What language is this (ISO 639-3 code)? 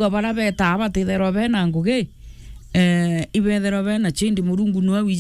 mer